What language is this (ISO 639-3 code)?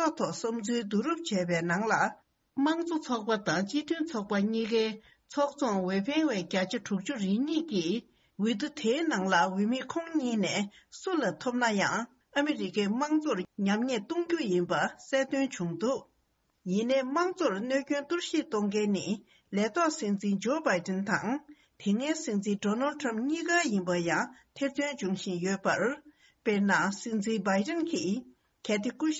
bod